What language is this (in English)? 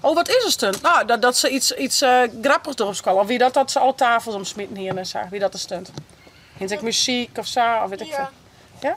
Western Frisian